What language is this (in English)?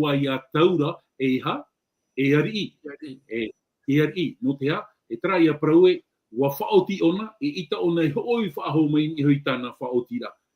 Tahitian